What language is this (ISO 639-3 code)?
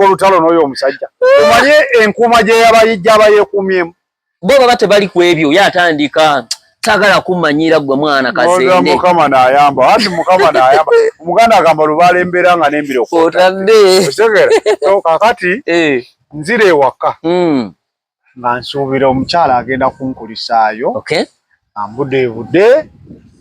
lug